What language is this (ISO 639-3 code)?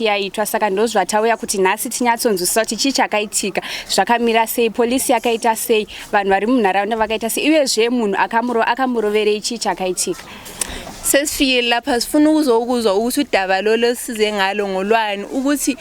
sna